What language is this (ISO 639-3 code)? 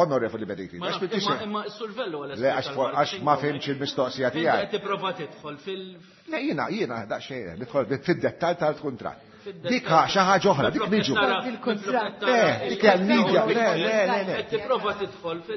mlt